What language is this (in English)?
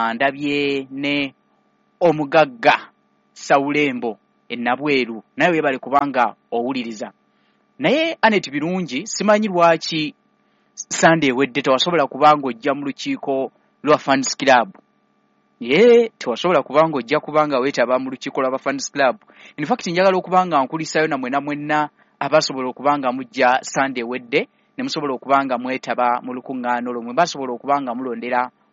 Ganda